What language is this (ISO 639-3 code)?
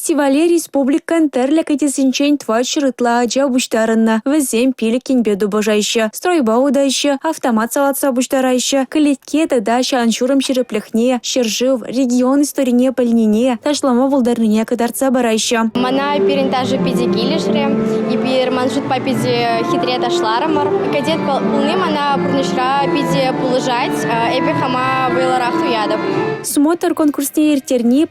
chv